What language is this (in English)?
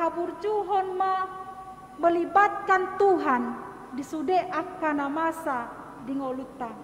Batak Toba